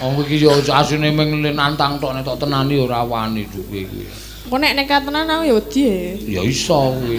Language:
Javanese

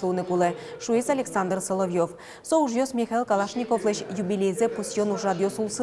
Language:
Udmurt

